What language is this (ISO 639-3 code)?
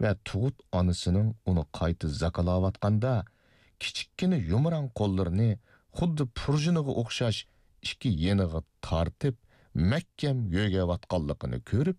uig